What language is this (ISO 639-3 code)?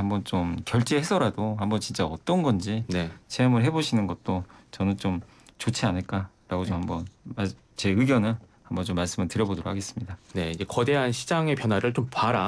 kor